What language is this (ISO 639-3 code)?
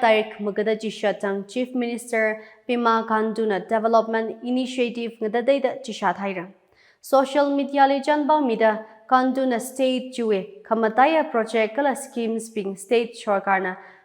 nmf